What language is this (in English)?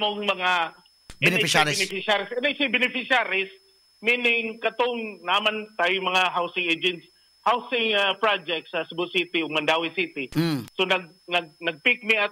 Cebuano